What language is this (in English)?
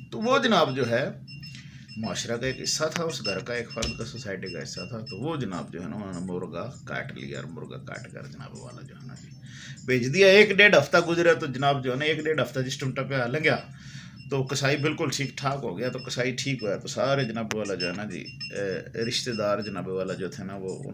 Haryanvi